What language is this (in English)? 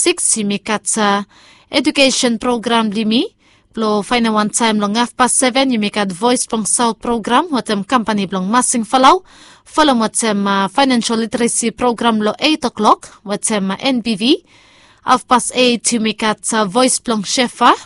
Bislama